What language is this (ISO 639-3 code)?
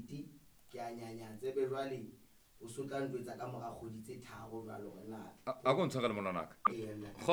sot